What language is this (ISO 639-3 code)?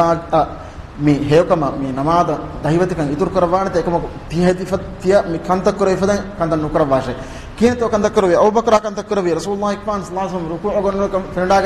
div